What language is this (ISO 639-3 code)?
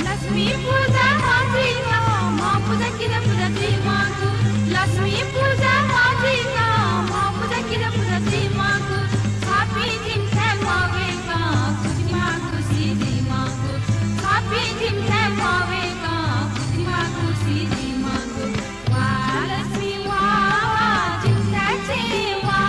new